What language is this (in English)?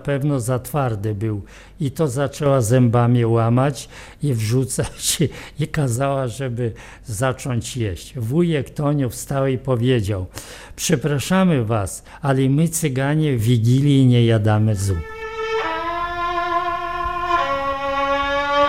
Polish